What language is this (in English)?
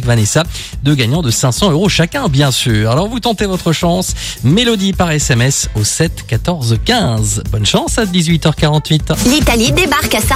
French